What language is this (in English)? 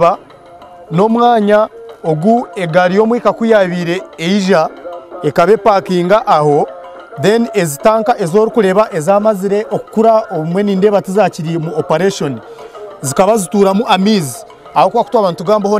Nyankole